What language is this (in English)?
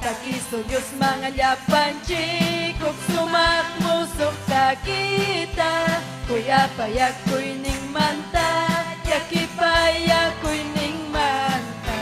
Ayacucho Quechua